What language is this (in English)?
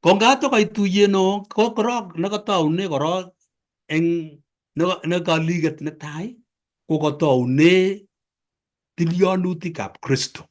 Kalenjin